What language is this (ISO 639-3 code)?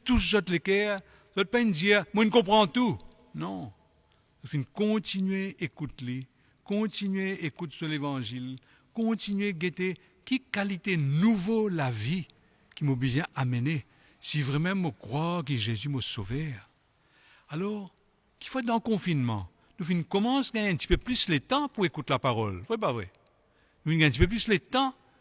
mfe